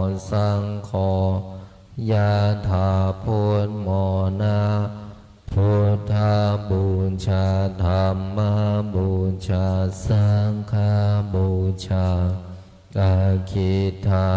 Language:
Pali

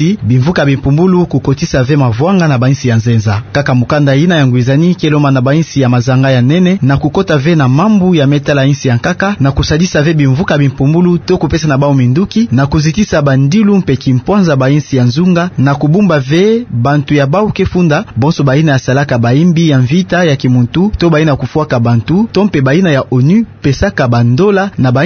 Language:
Kituba (Democratic Republic of Congo)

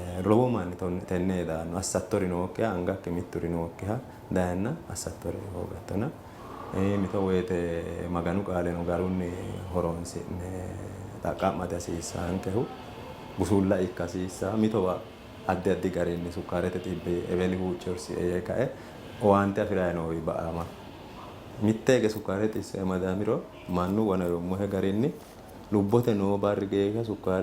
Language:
Sidamo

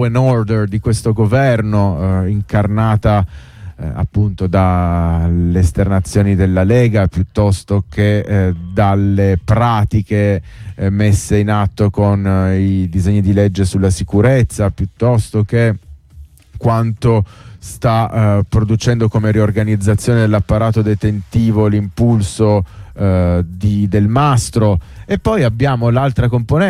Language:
Italian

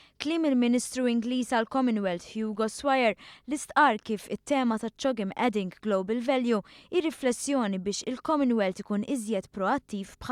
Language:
Maltese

